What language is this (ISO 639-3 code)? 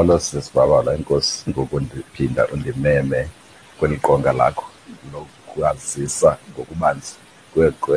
xho